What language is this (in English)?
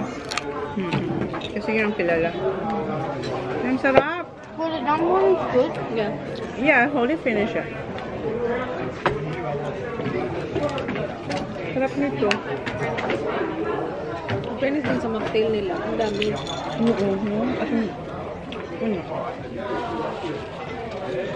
Filipino